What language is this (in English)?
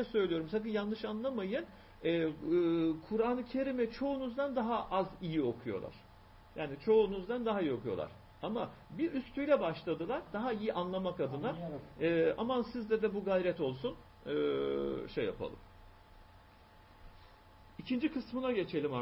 Turkish